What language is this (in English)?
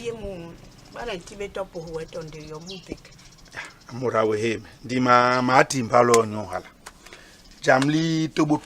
Basaa